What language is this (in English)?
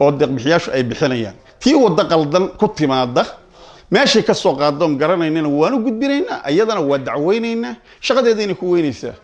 Somali